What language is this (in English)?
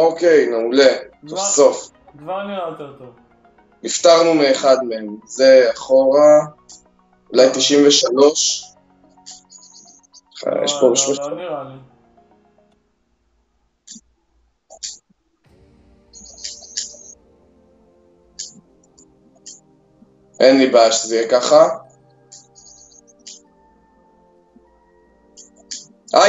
Hebrew